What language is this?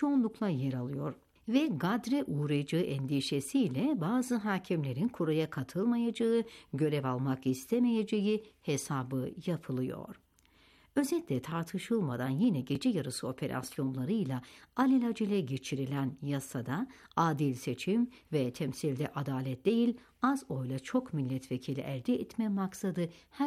Turkish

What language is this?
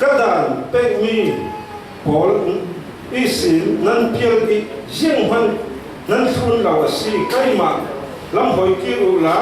Falam Chin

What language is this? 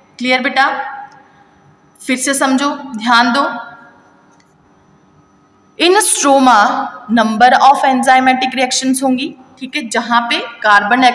Hindi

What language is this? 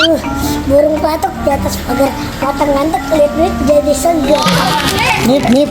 Betawi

